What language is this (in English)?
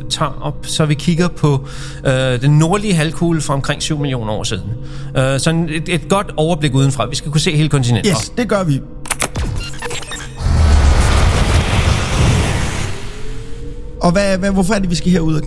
Danish